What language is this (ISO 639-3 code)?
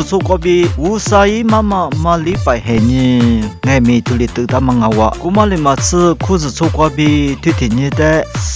lis